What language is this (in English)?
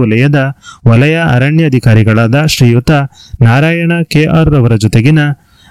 Kannada